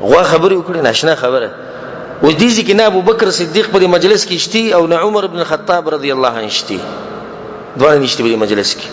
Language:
Pashto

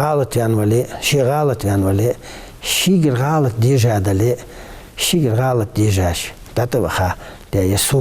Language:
Ingush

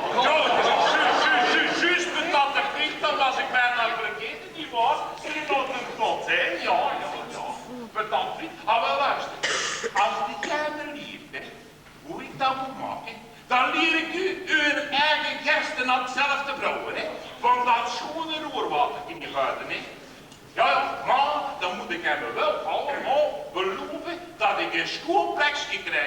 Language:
Limburgish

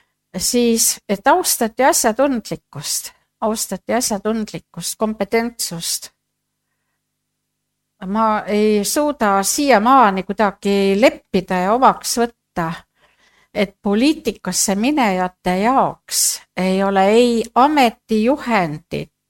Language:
Estonian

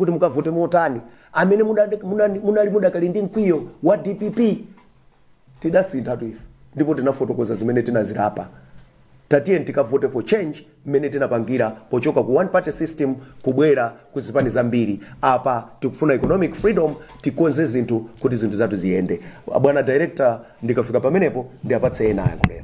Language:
Nyanja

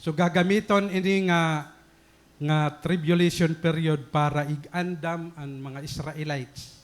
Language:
Waray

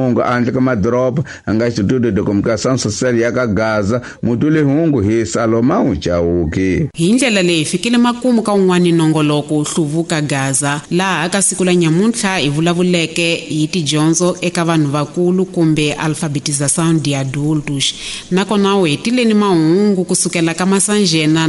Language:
Tsonga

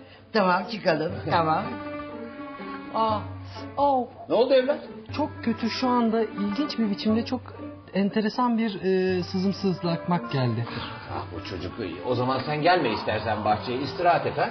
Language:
Turkish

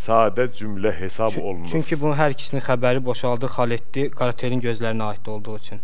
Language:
Azerbaijani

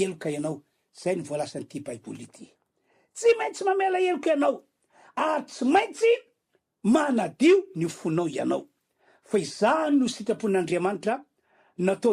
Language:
Malagasy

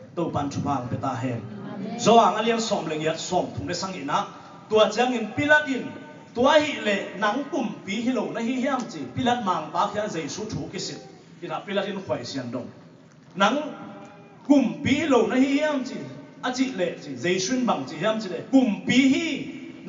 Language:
Tedim Chin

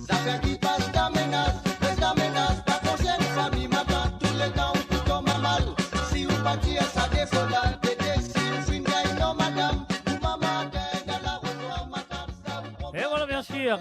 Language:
Morisyen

